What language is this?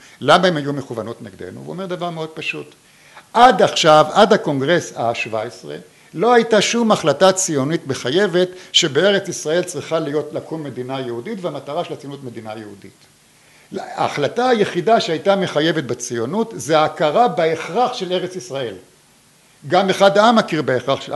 Hebrew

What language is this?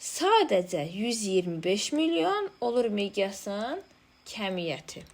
Azerbaijani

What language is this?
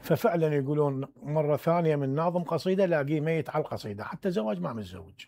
Mesopotamian Arabic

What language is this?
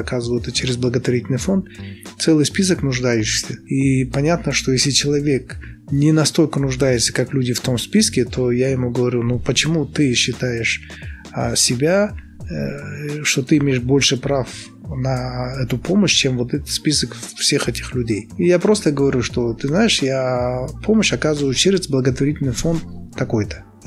Russian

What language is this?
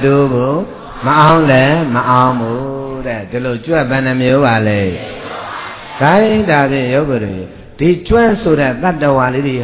Burmese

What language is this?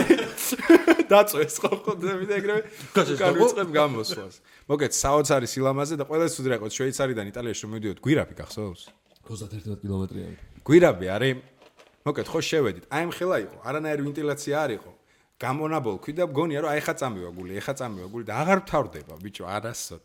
Georgian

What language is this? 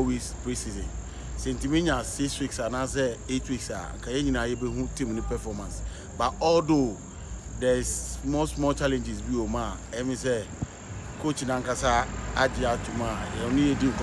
Akan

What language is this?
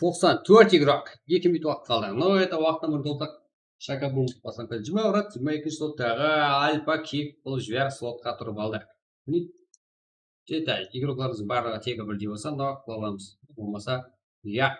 Kara-Kalpak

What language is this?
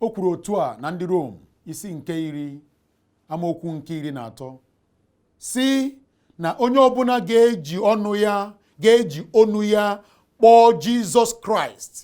Igbo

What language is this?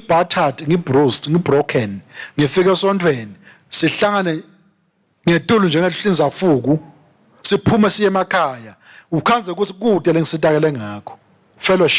Swati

